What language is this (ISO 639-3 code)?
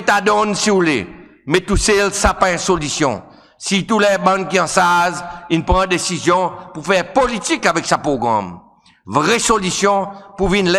crs